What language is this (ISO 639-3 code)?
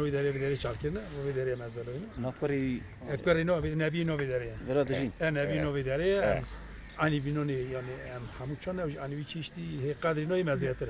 kur